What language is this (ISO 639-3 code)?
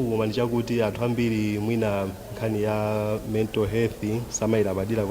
nya